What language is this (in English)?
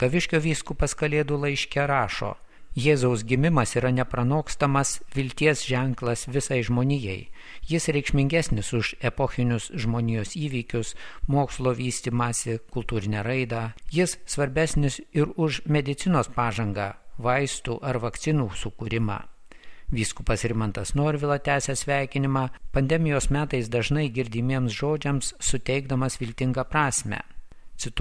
Lithuanian